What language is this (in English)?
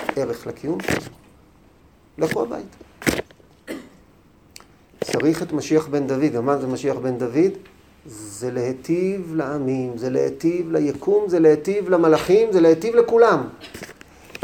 Hebrew